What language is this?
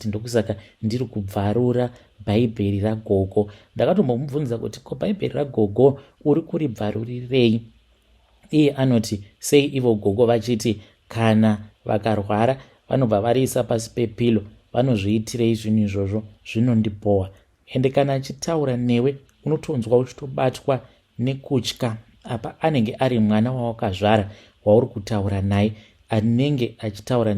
Shona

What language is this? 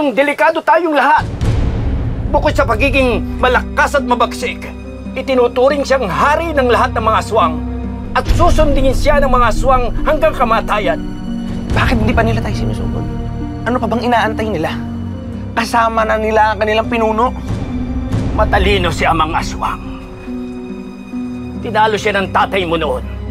Filipino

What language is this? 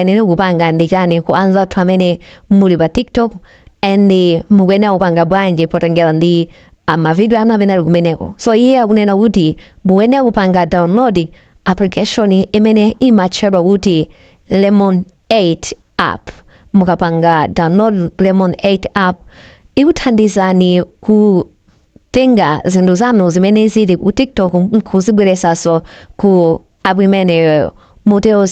Nyanja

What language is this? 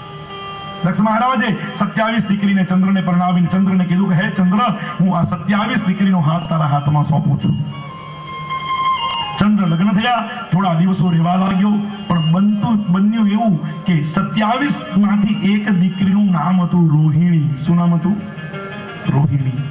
Gujarati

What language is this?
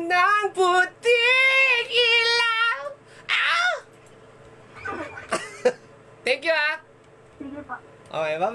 Filipino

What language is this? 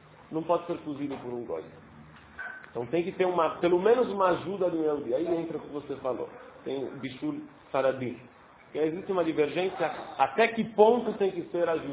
Portuguese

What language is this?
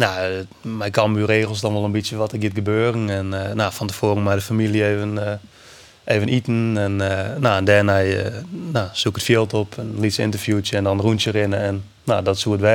Western Frisian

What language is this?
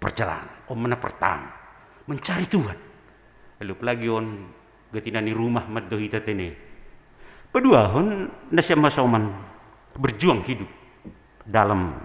Batak Simalungun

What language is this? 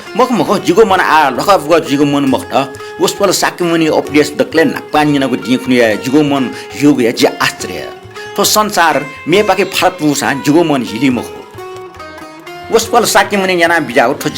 Newari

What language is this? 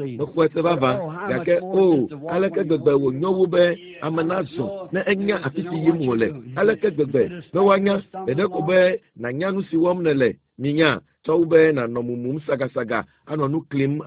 Ewe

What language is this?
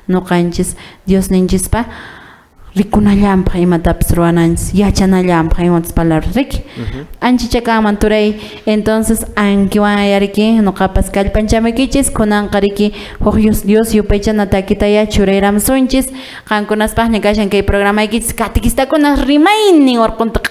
Quechua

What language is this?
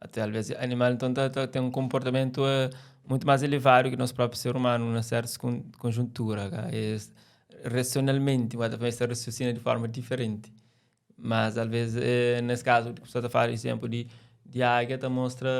Kabuverdianu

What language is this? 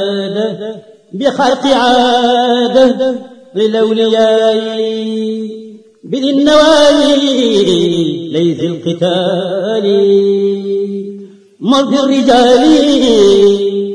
Arabic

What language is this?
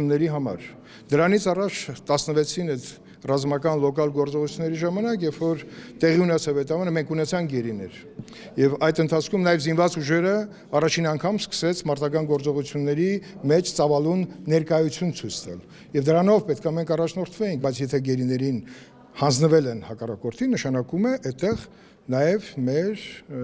Armenian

